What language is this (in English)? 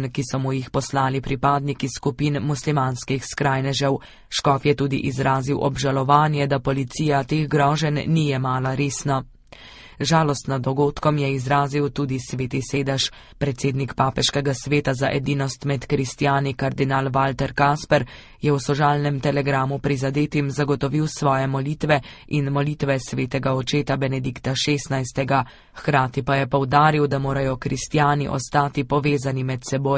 Slovenian